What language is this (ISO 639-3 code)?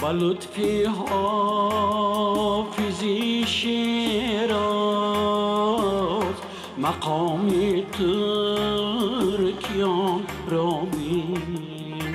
tgk